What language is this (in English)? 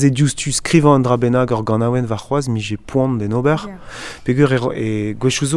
Breton